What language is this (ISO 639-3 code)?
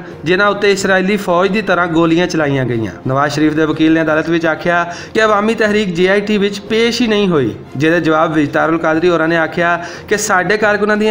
lah